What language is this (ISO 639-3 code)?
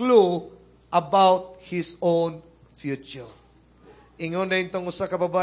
ceb